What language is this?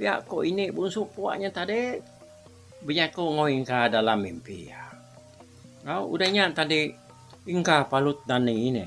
Iban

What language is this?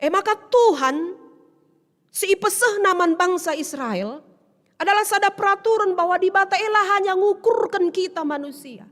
Batak Karo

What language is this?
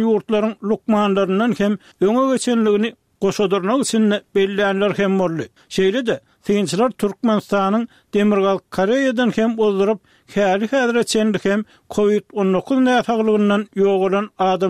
Turkmen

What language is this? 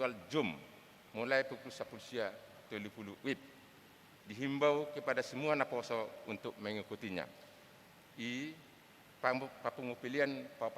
Batak Toba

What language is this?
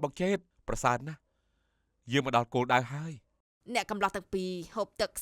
Khmer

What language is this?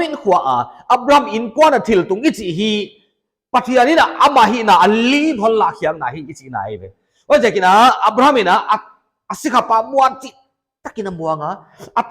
Paite Chin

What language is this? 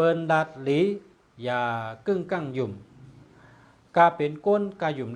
Shan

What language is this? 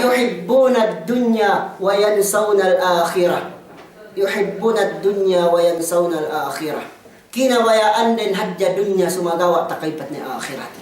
Yakan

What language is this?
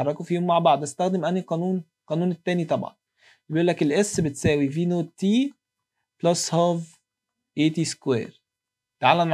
Egyptian Arabic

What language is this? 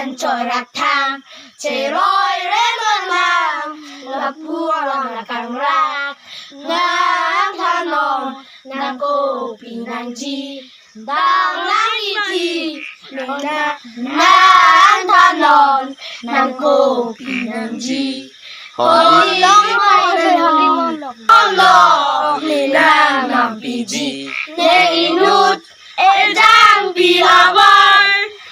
Karbi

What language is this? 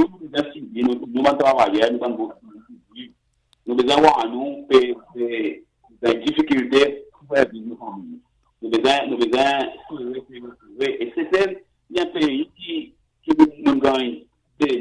Seselwa Creole French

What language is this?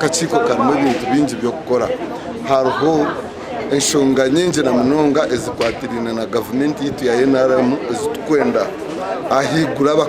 Nyankole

